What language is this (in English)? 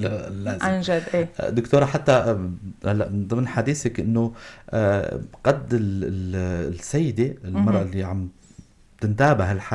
North Levantine Arabic